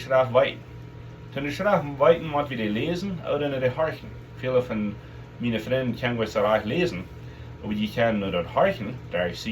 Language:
Plautdietsch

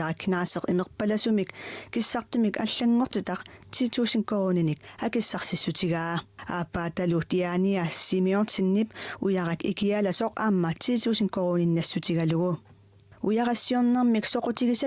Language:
Kalaallisut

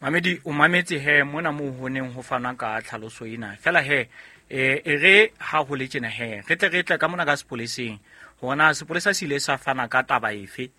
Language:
Southern Sotho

